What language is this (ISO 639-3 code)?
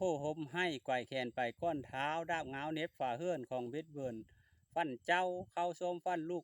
lao